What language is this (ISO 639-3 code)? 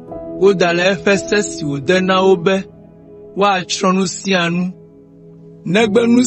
ewe